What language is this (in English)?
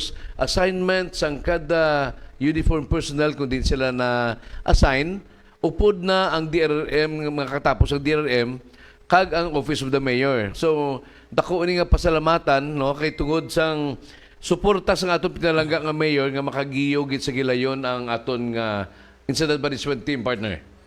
Hiligaynon